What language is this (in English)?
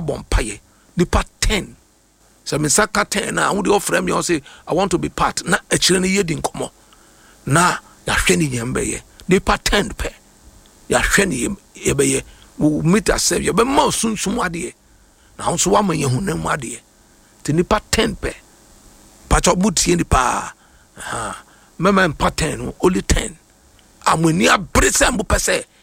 Akan